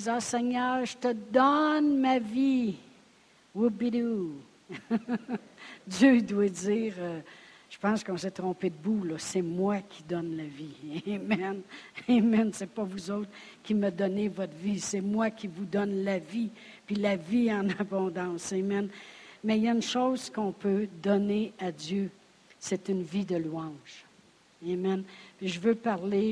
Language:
French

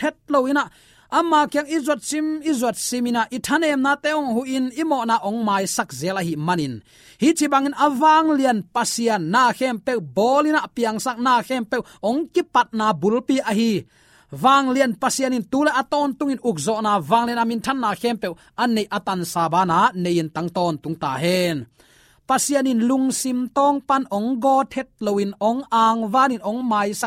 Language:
Tedim Chin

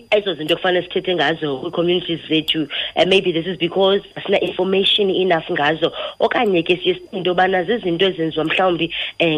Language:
Xhosa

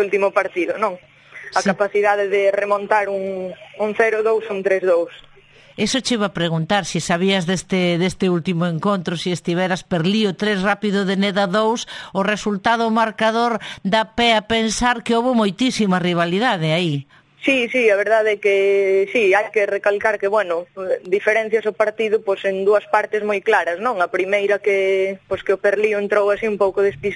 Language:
Galician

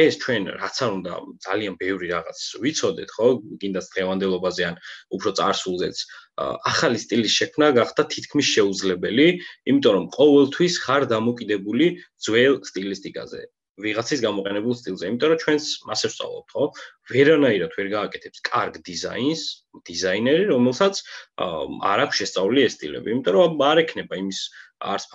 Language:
Georgian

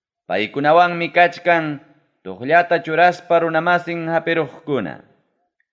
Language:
Ayacucho Quechua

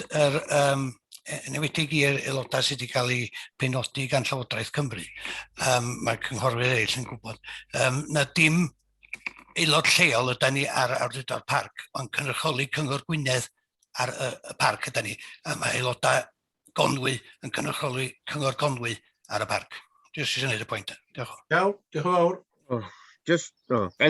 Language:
Welsh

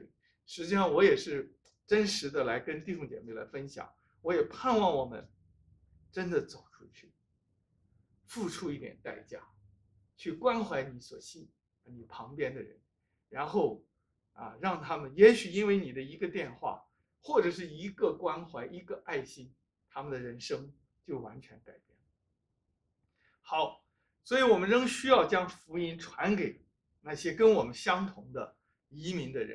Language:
Chinese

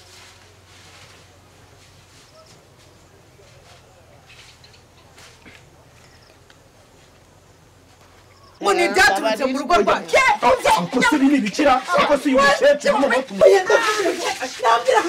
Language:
Kinyarwanda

